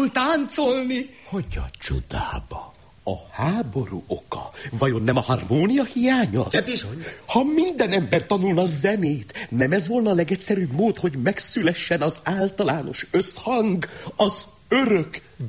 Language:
Hungarian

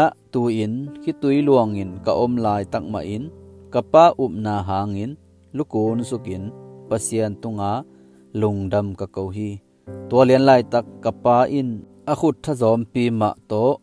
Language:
Tedim Chin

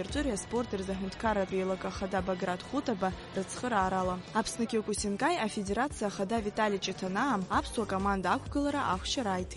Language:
Abkhazian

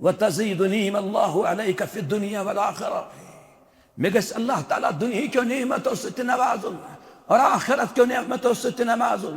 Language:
Kashmiri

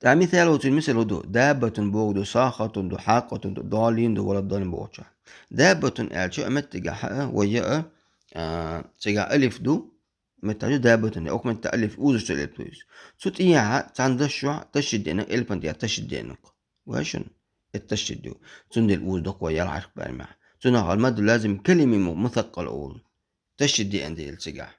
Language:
Chechen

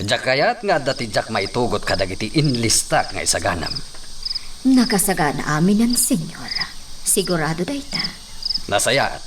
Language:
Iloko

